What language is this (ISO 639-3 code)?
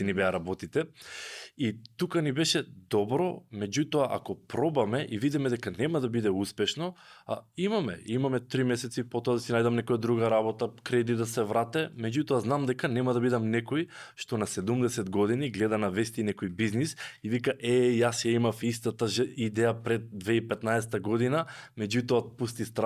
mkd